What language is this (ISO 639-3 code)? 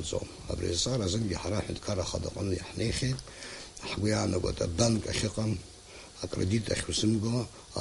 abk